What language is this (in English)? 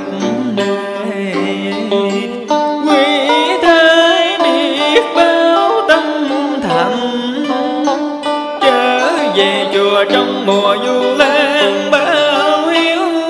Vietnamese